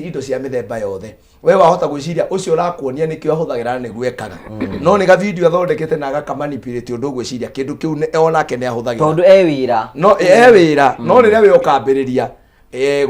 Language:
Kikuyu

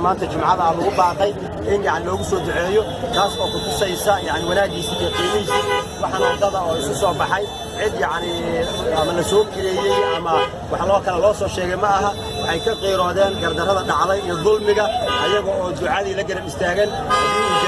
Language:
Somali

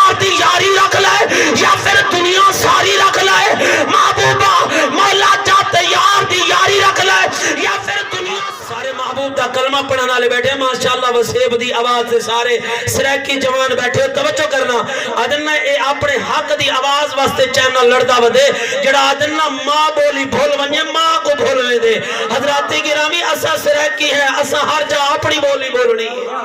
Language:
Saraiki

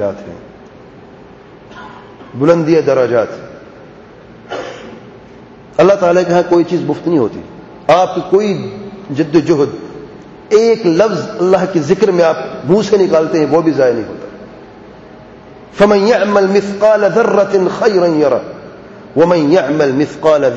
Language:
Urdu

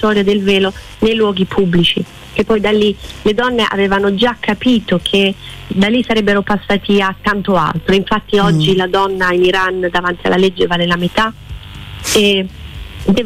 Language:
Italian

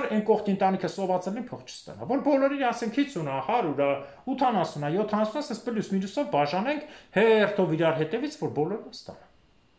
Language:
Armenian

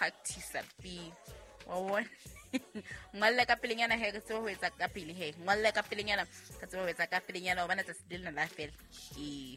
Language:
Southern Sotho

